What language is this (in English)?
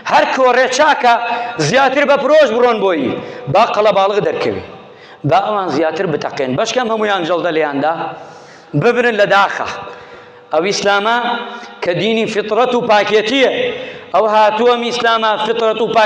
Central Kurdish